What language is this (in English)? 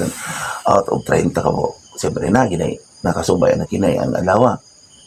Cebuano